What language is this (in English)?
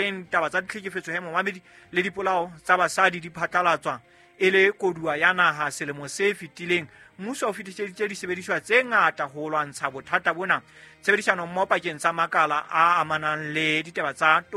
Southern Sotho